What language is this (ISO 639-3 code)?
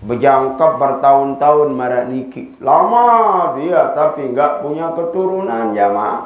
sas